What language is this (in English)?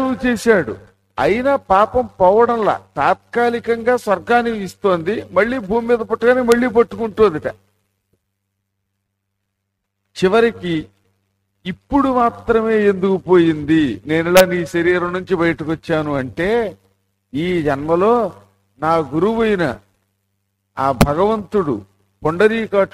Telugu